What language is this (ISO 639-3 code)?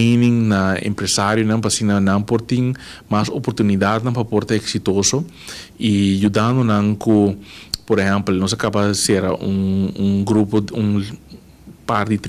pap